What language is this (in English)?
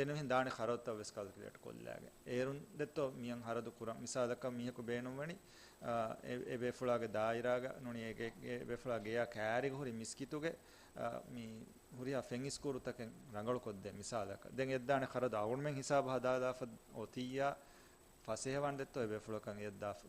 Divehi